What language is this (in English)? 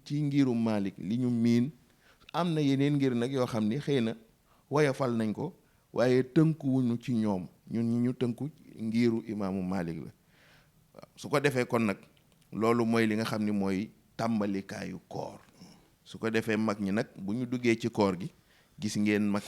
Wolof